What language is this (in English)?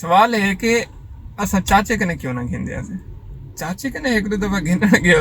Saraiki